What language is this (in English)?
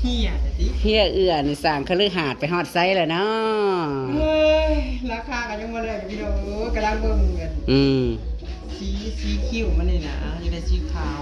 Northeastern Thai